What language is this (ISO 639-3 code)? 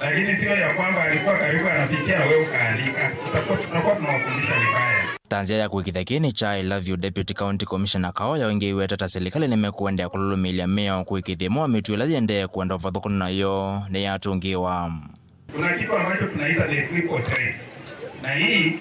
kam